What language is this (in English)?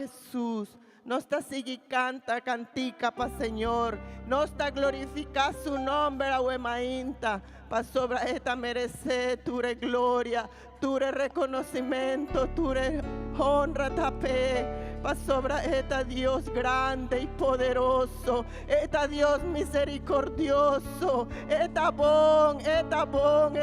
Papiamento